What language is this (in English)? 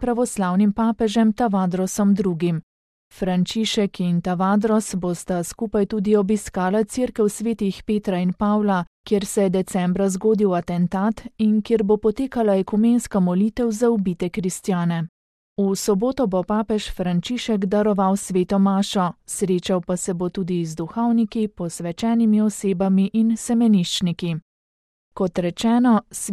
Slovenian